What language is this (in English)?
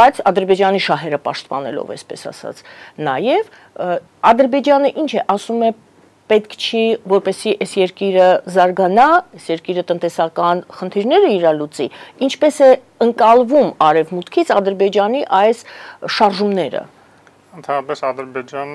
Armenian